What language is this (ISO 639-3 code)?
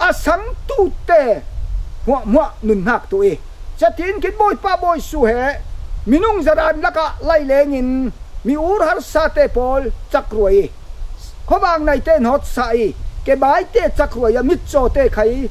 cfm